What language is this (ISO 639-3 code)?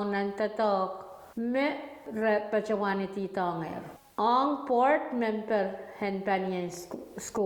pon